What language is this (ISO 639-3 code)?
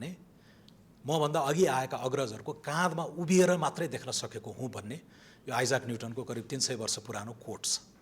nep